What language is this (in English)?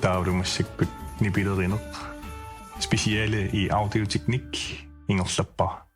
Kalaallisut